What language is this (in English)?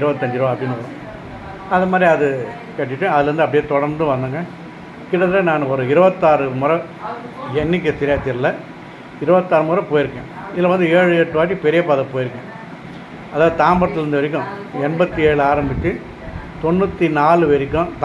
Tamil